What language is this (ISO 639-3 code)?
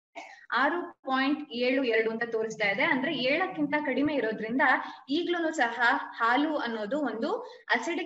kan